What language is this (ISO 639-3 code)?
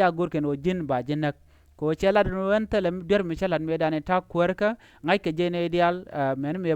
nus